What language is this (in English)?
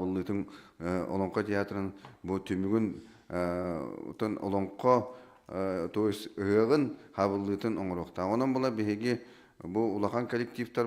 Yakut